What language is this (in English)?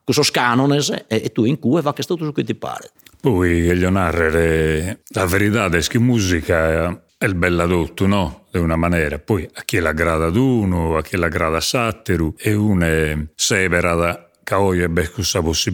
Sardinian